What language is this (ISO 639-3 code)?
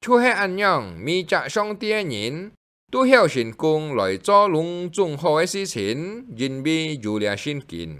hak